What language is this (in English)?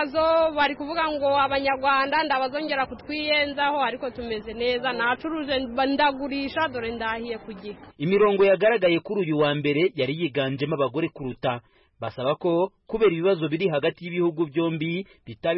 Kinyarwanda